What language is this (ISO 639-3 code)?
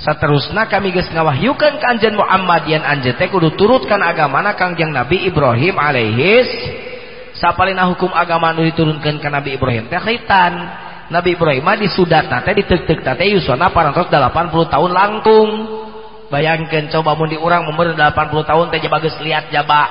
sun